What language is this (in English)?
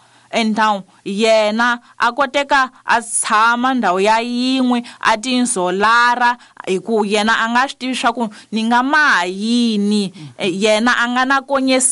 Tsonga